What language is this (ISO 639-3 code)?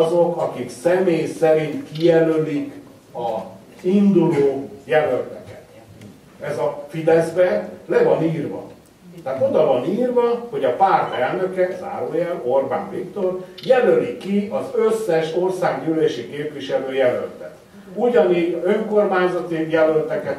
hun